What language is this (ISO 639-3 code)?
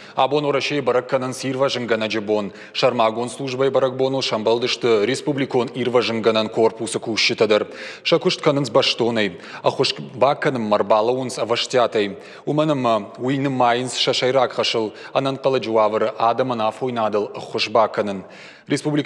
oss